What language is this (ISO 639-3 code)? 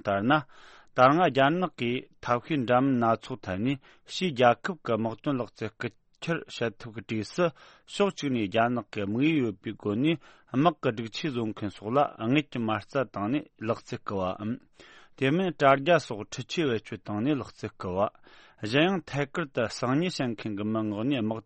bod